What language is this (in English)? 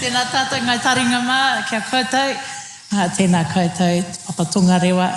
Māori